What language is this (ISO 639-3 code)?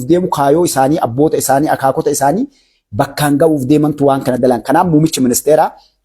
orm